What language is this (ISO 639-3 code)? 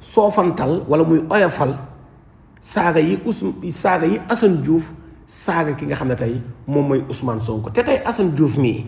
wol